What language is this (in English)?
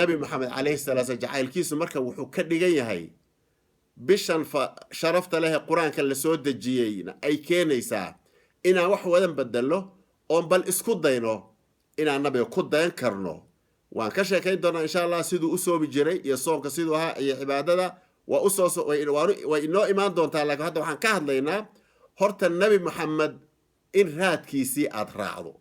Somali